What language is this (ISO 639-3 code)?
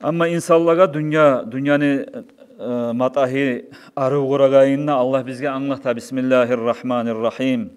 kum